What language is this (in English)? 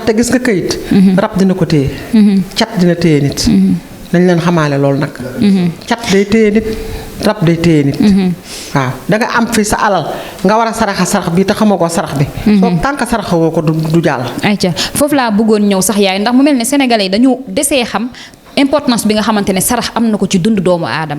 Wolof